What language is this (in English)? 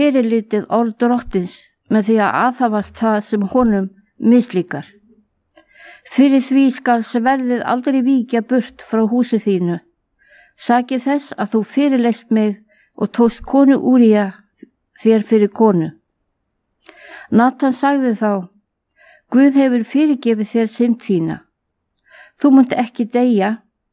Icelandic